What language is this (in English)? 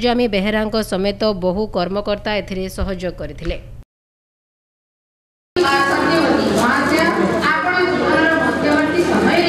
Odia